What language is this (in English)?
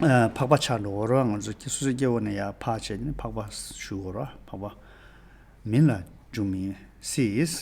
Tibetan